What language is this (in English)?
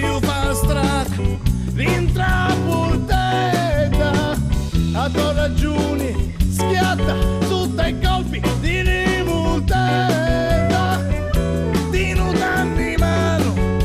Sicilian